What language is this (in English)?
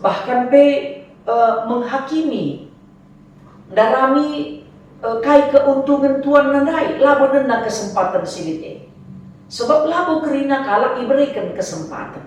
Batak Karo